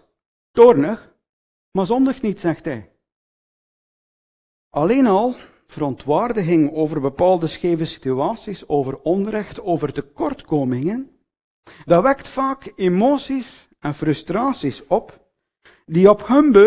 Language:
Dutch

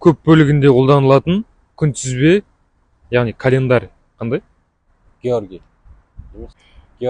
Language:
Kazakh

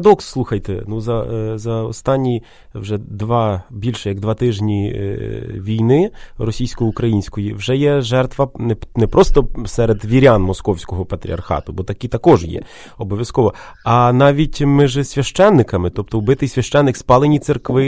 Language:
Ukrainian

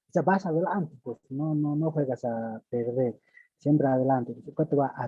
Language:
Aymara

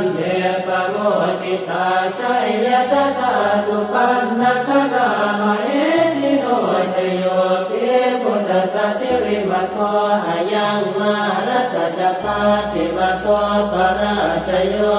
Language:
Pali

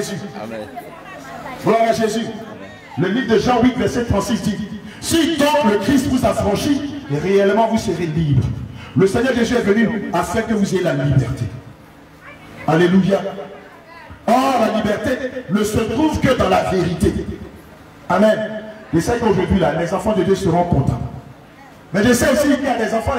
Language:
French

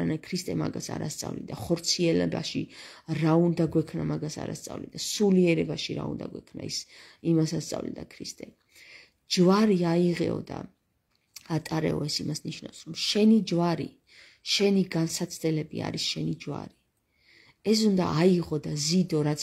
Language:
Georgian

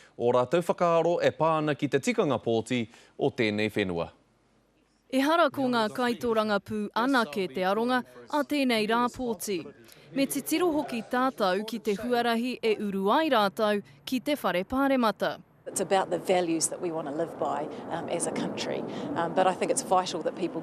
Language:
Māori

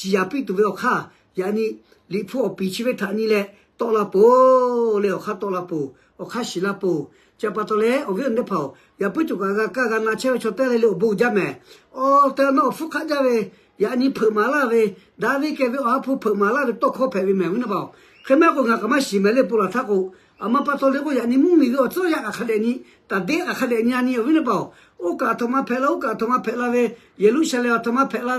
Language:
Lahu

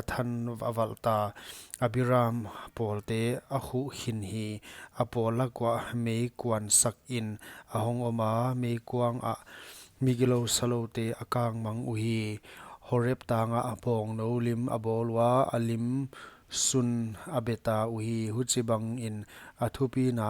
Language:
Paite Chin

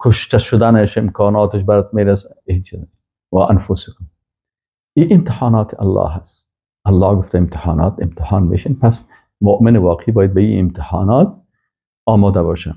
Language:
Persian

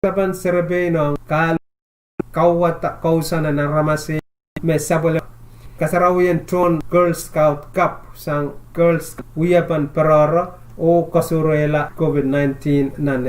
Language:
Pohnpeian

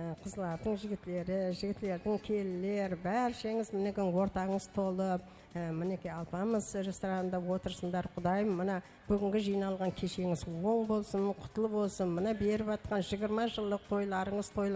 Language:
Kara-Kalpak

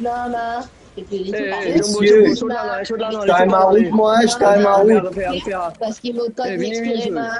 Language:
Morisyen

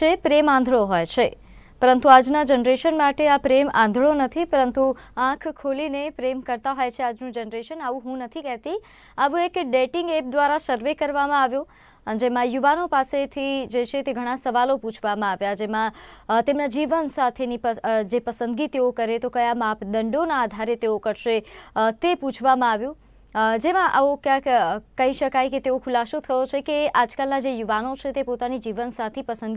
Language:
Gujarati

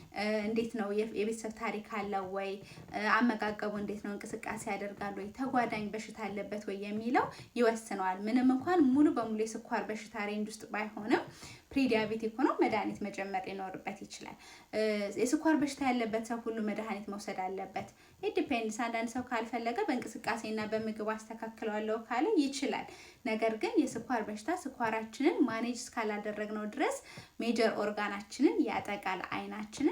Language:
Amharic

